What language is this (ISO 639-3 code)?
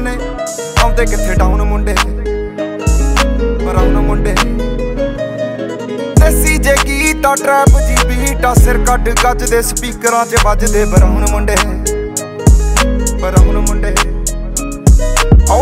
pan